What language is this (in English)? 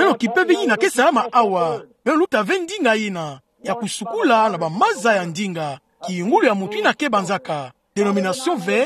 Kituba (Democratic Republic of Congo)